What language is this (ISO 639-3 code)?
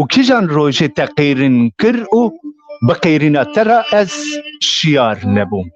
kur